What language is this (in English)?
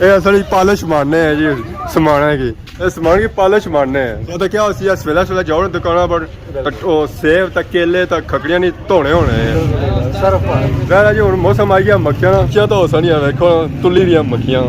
Pahari-Potwari